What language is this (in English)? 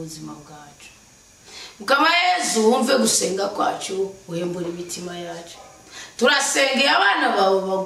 Rundi